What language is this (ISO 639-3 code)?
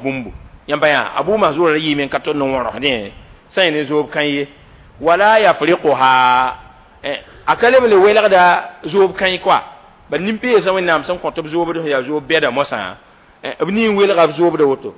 mos